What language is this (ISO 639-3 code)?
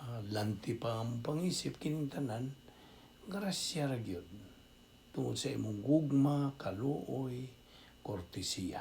ceb